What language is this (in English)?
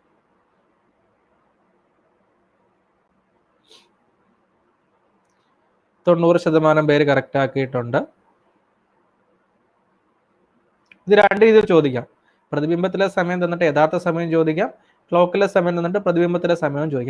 Malayalam